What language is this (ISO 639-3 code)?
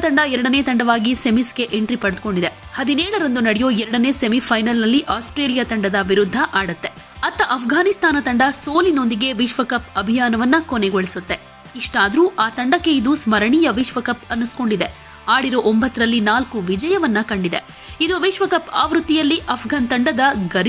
kan